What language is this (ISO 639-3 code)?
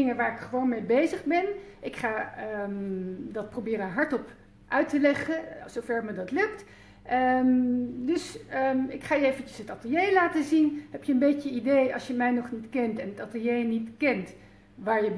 nld